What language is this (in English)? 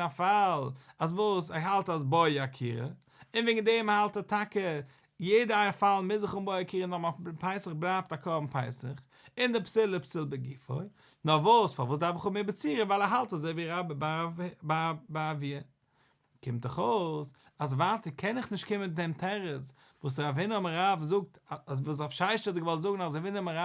Yiddish